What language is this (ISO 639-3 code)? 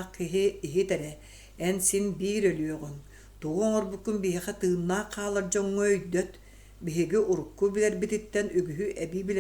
sah